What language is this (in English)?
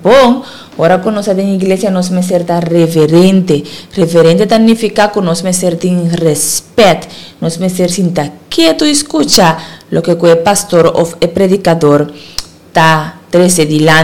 Papiamento